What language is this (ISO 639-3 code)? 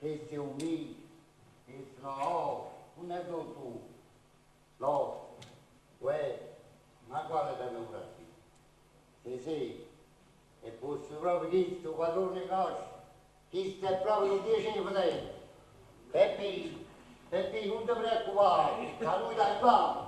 nap